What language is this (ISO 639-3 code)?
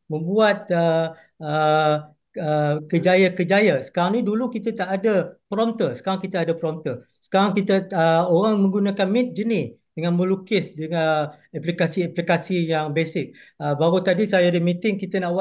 msa